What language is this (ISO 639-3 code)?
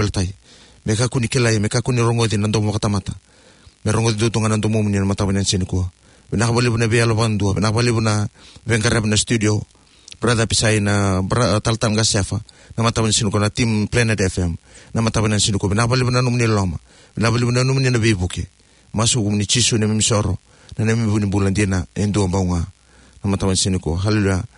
fij